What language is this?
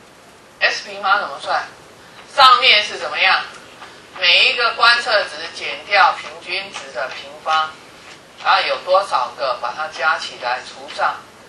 Chinese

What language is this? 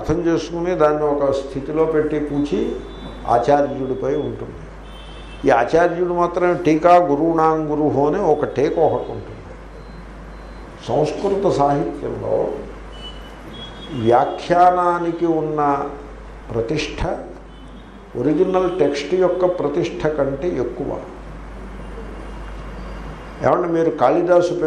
Telugu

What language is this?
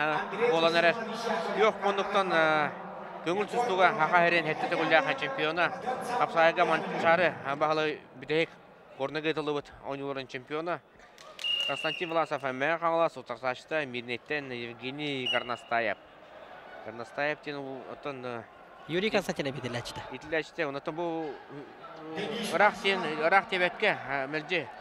Yakut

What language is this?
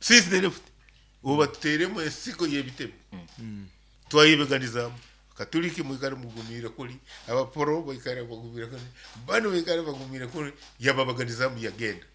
Nyoro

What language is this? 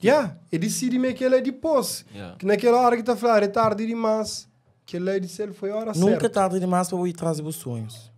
Kabuverdianu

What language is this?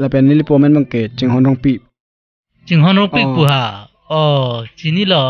Karbi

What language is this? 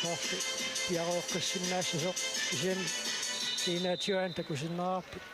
Kalaallisut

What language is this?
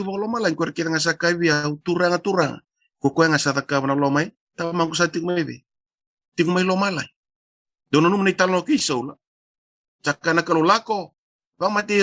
Fijian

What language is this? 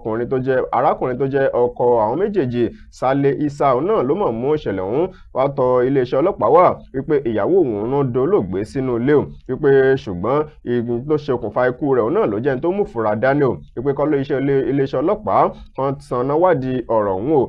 Yoruba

